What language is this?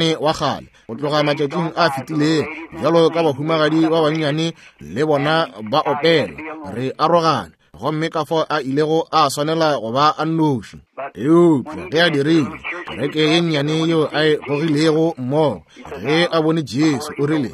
Northern Sotho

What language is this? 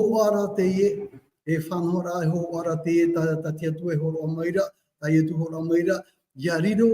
Tahitian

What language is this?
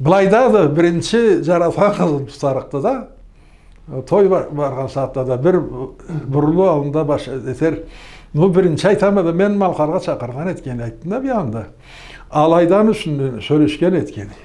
Karachay-Balkar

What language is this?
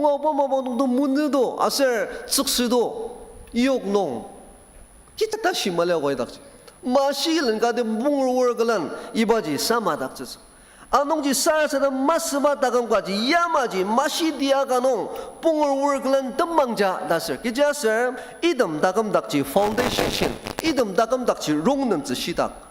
Ao Naga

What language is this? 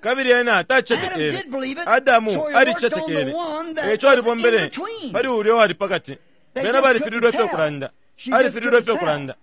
Bemba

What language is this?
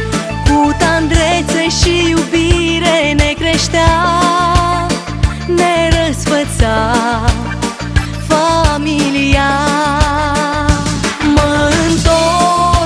Romanian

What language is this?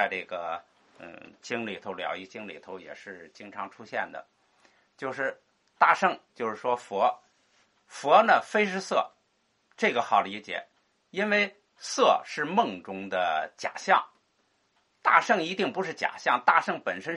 Chinese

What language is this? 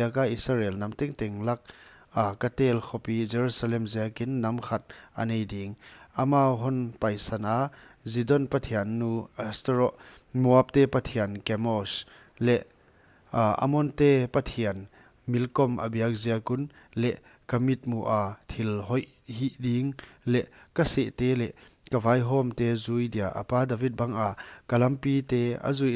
Paite Chin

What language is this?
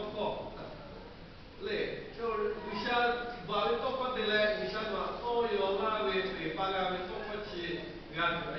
Lahu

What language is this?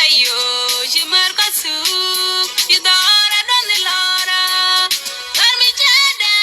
Nuer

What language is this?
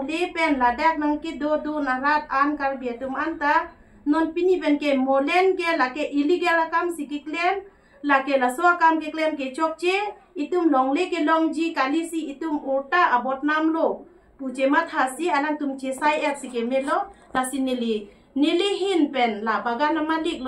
Karbi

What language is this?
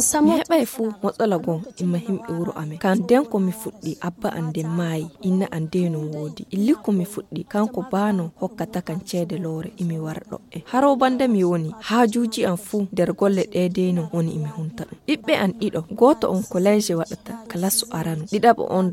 Fula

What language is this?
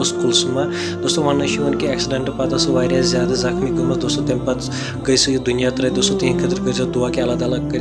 Kashmiri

